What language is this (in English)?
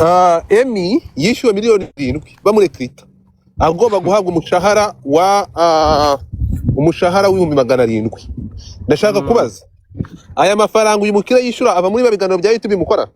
Kinyarwanda